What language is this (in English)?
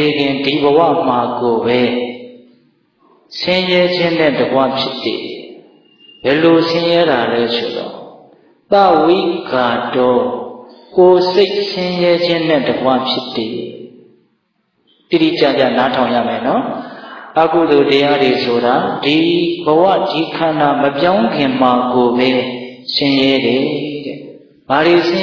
Burmese